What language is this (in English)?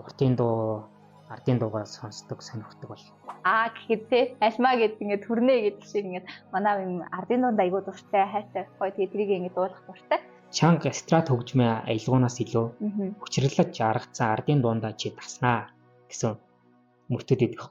Mongolian